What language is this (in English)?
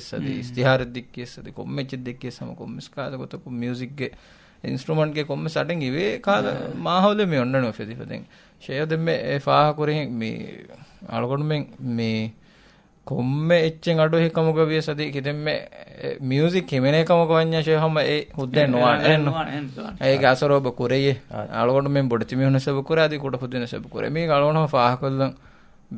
Divehi